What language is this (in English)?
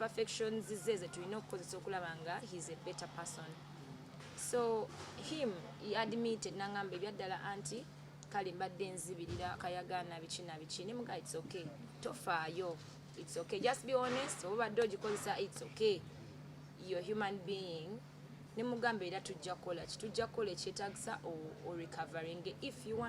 Ganda